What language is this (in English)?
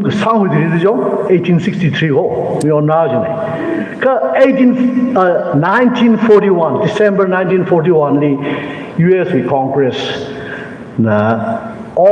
Tangkhul Naga (India)